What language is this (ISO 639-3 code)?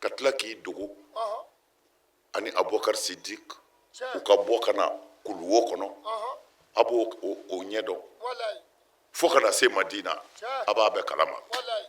bam